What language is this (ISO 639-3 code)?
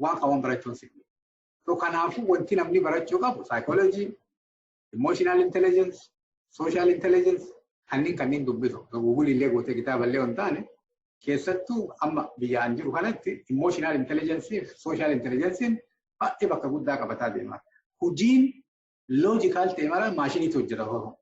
orm